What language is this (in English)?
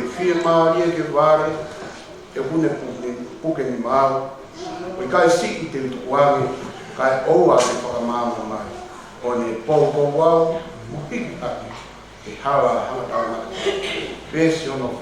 Tongan